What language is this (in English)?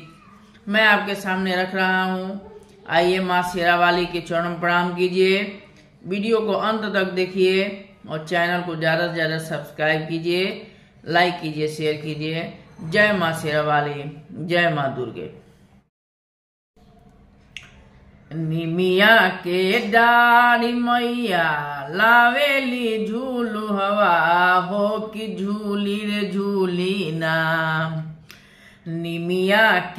Bhojpuri